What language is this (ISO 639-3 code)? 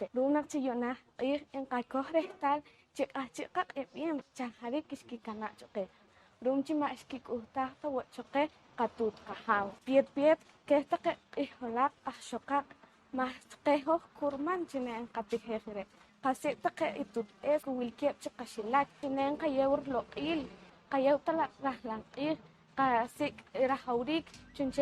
poh